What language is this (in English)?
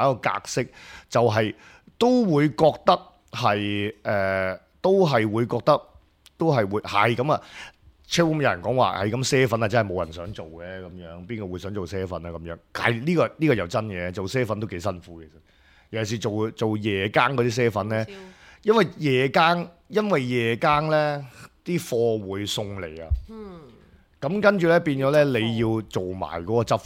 Cantonese